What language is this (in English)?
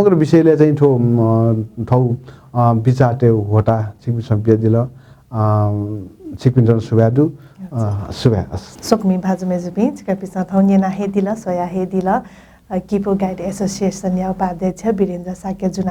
Newari